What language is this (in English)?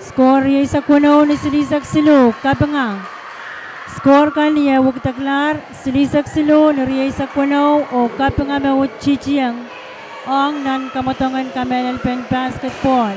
Pohnpeian